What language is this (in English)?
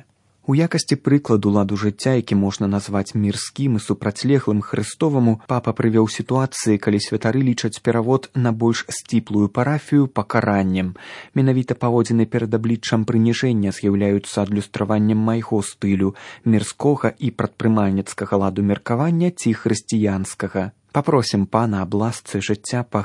Belarusian